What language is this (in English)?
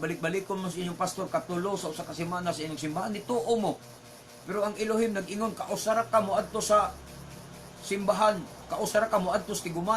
Cebuano